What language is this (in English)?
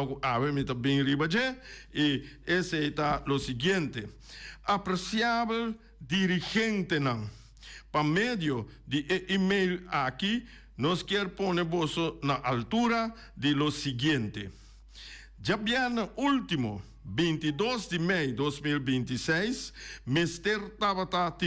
Papiamento